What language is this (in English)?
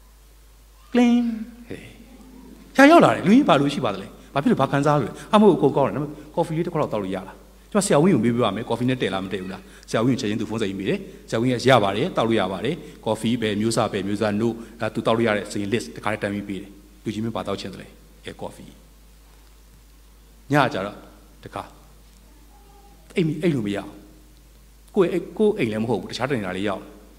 Burmese